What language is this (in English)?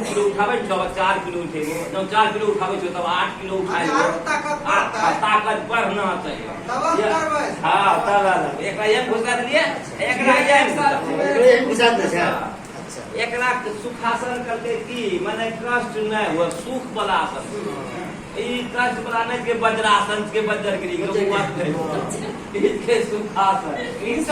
Angika